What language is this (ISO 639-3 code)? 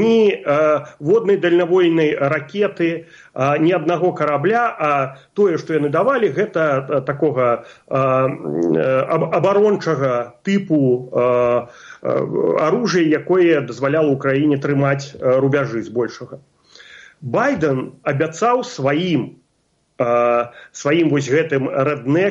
bel